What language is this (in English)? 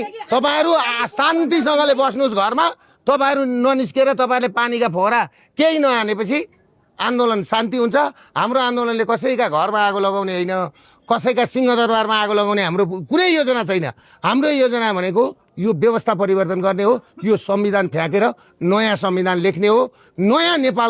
Nepali